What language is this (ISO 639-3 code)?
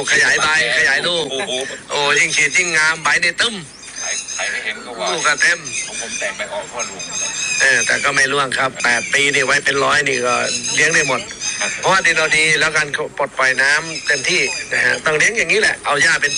tha